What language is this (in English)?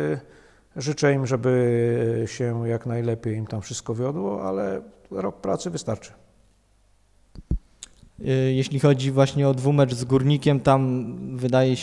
Polish